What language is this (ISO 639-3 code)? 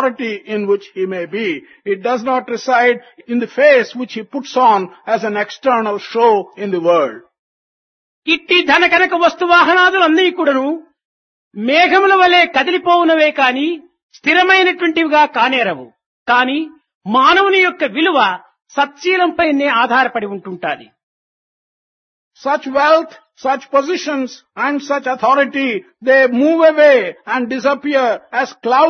tel